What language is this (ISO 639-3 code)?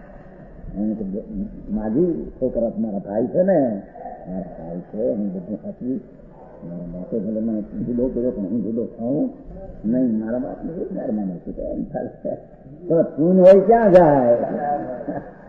guj